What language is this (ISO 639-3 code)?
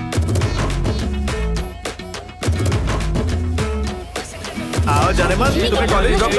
hin